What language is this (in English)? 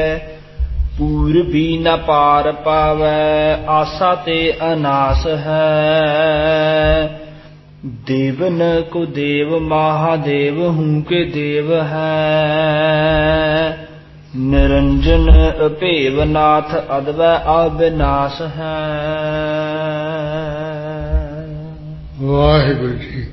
Punjabi